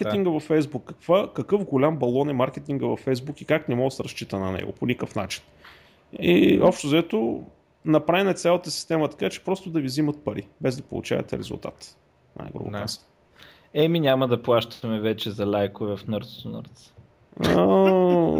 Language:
Bulgarian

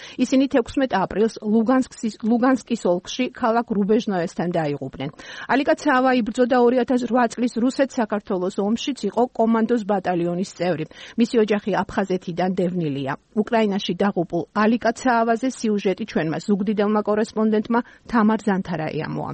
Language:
Georgian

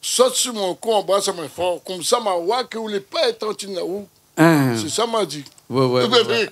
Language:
Réunion Creole French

